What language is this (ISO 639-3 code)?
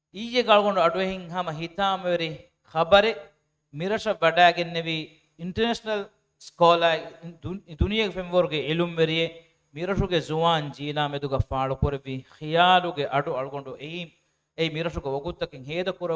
div